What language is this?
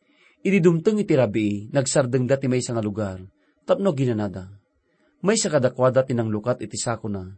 Iloko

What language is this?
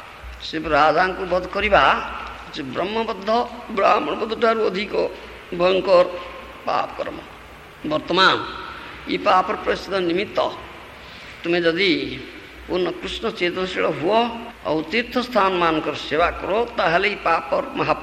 Odia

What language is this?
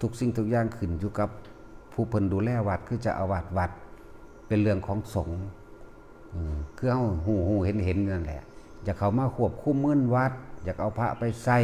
Northeastern Thai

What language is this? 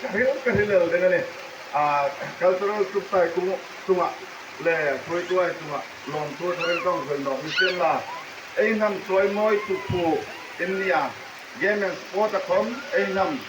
Hmar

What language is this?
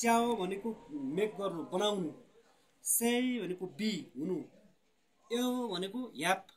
Nepali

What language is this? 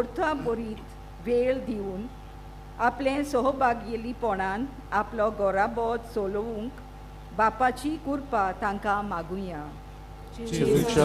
Konkani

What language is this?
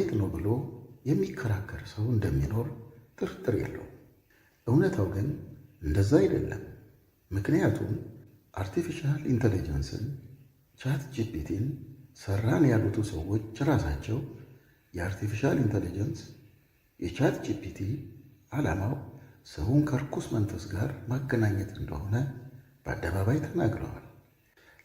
Amharic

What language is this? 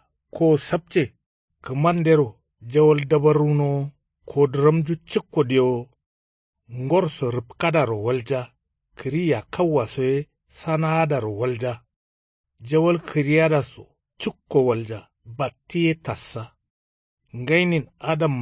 Kanuri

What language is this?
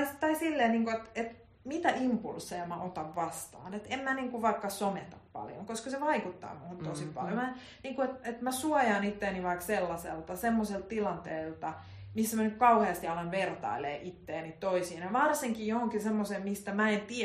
Finnish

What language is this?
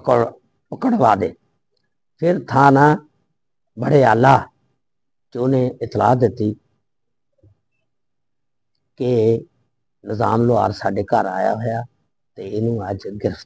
Punjabi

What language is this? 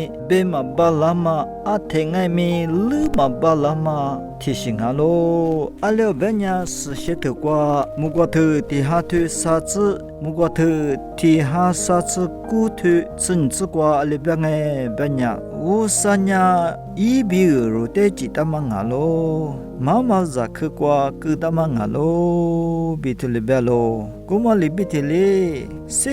Lisu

